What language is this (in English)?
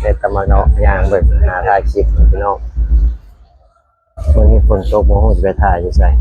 Lao